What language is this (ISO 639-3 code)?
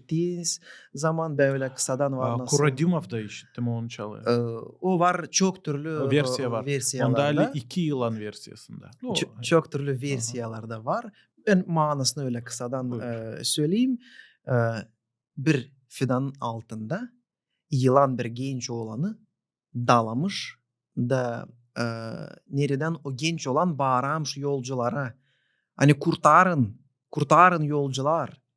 gag